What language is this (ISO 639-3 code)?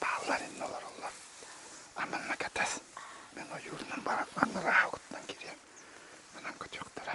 sah